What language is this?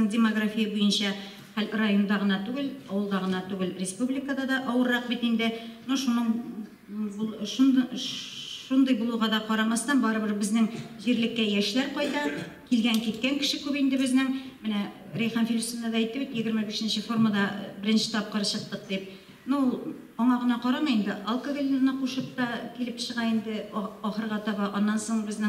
Tatar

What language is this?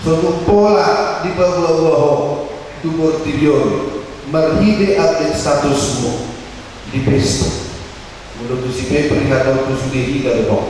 Batak Toba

